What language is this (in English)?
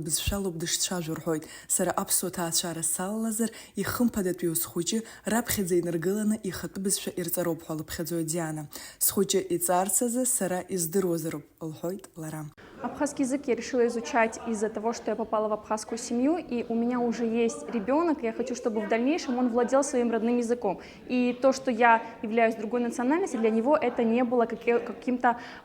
Abkhazian